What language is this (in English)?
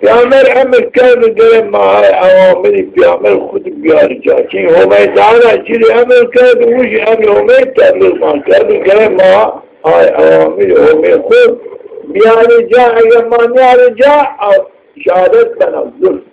Zaza